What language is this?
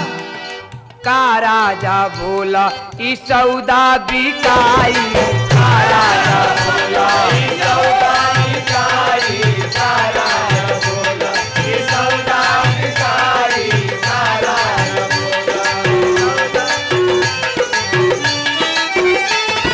Bhojpuri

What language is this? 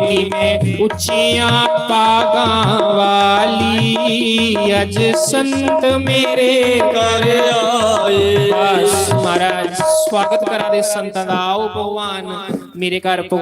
Dogri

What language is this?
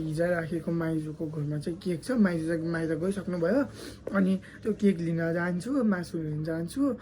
Nepali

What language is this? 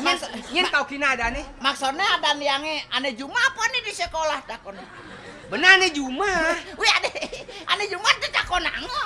Balinese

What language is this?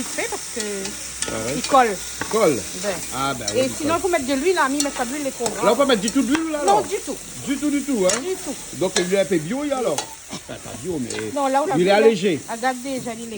Réunion Creole French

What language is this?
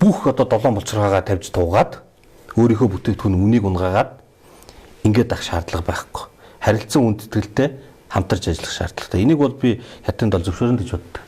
Mongolian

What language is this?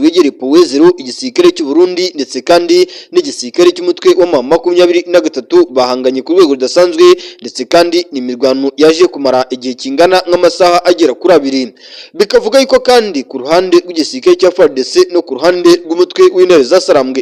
Kinyarwanda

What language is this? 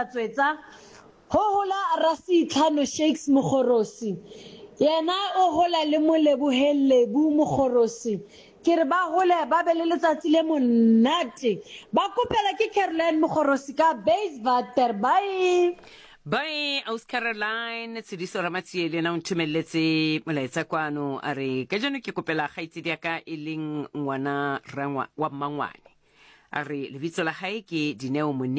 Southern Sotho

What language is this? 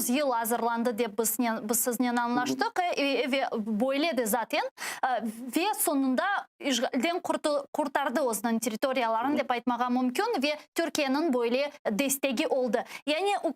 Crimean Tatar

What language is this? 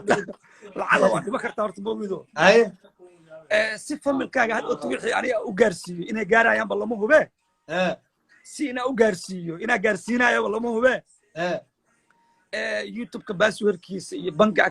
Somali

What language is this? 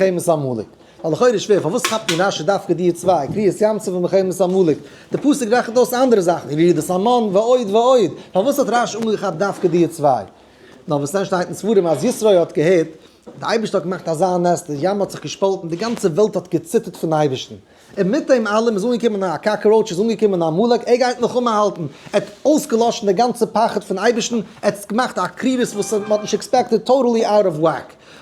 Yiddish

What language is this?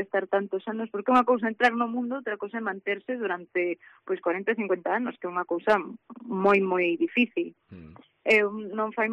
Galician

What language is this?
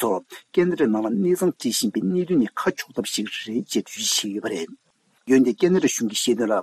Tibetan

